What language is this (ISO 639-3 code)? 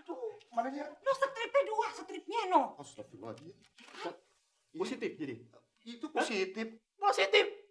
bew